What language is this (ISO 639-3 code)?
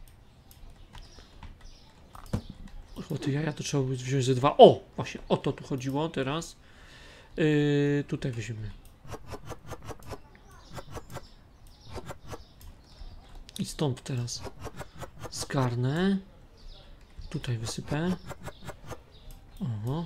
pol